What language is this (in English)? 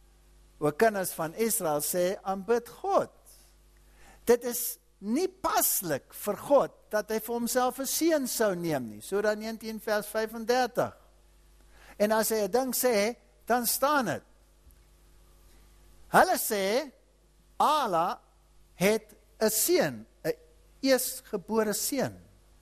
Afrikaans